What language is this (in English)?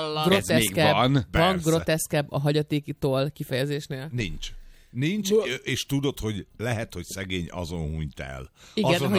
Hungarian